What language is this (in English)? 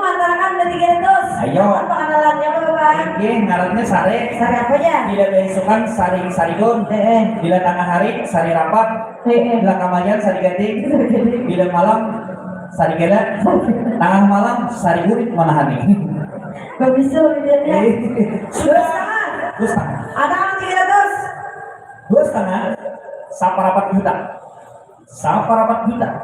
Banjar